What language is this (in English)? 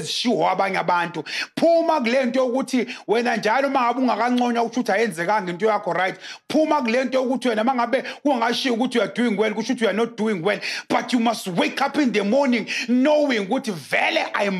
Zulu